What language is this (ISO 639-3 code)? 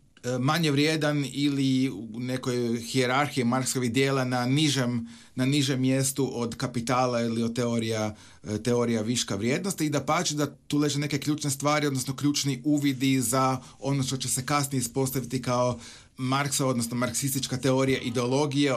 hrv